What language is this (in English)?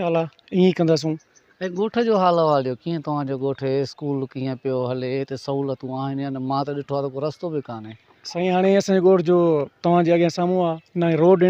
Sindhi